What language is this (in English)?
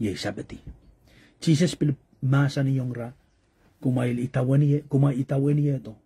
Pohnpeian